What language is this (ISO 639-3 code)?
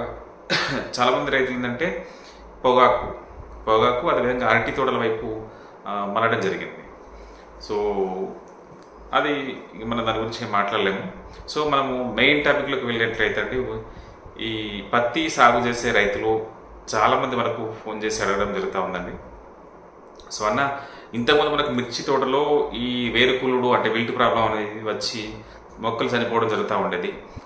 tel